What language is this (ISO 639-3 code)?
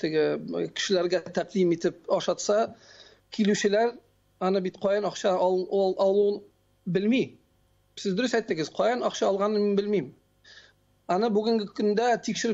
tat